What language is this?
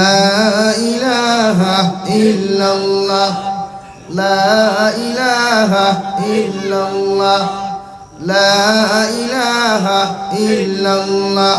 Sylheti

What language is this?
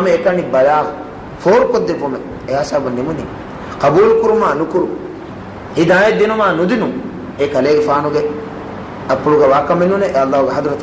Divehi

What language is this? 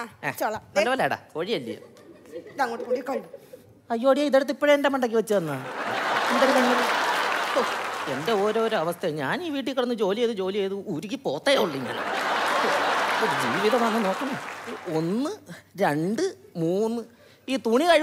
Malayalam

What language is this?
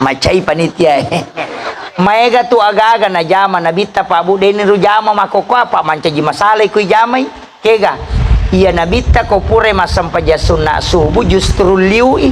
Buginese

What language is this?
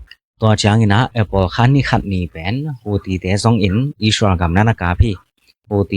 Tedim Chin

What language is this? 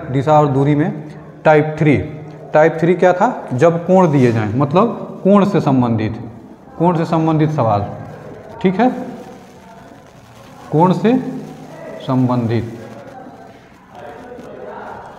Hindi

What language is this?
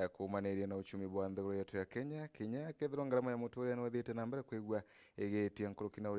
Meru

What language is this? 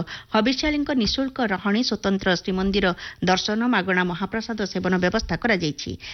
Odia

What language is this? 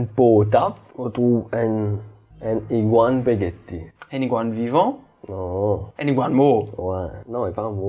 Morisyen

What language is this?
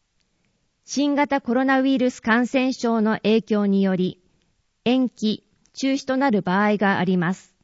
Japanese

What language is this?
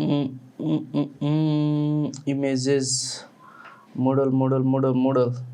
Nepali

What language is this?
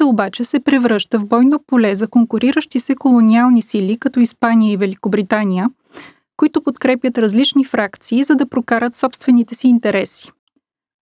Bulgarian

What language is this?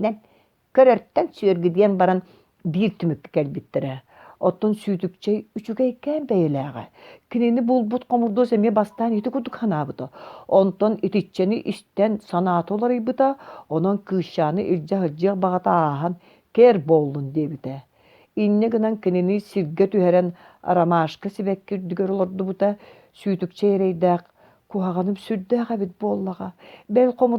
Yakut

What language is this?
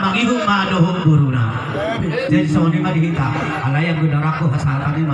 Batak Toba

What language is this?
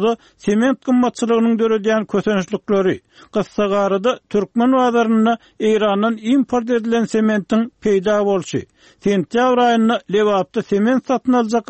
Turkmen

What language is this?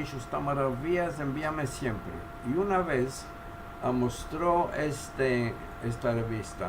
Ladino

